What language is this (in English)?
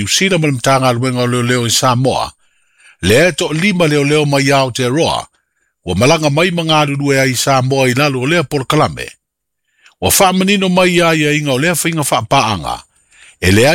Samoan